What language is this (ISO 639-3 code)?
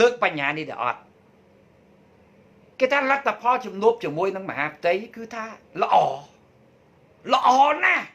khm